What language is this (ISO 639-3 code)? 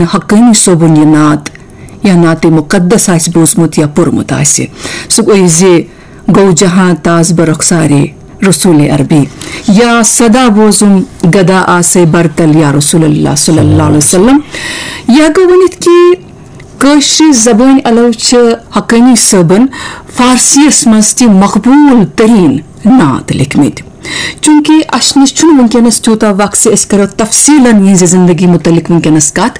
kas